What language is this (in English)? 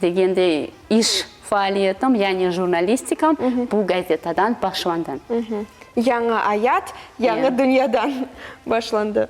Crimean Tatar